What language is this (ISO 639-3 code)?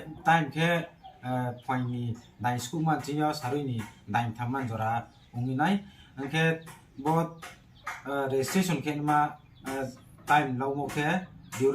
ria